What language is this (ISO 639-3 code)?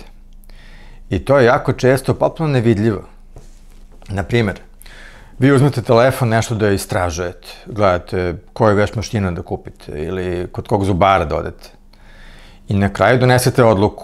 srp